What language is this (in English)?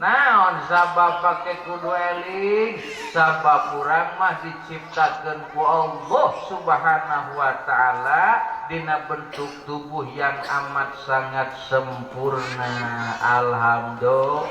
Sundanese